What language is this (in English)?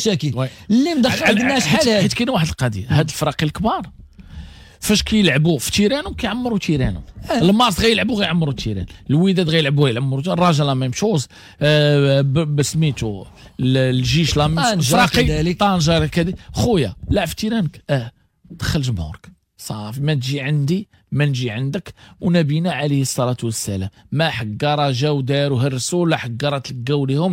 Moroccan Arabic